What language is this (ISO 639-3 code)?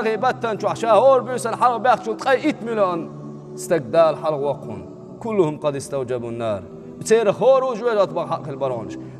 che